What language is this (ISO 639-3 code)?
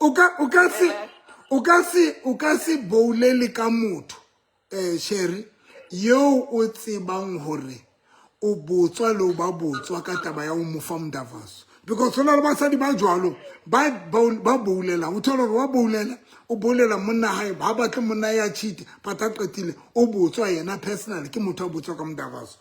sot